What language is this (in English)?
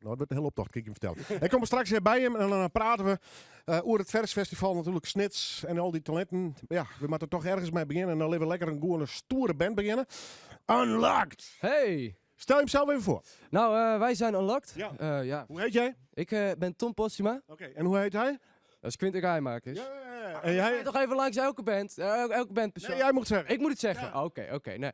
Western Frisian